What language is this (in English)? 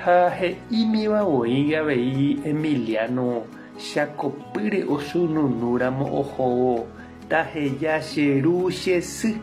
Guarani